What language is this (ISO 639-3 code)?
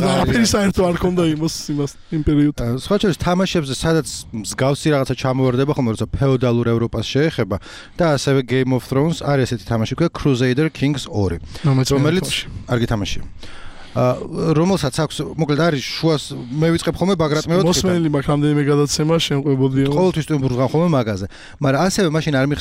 kat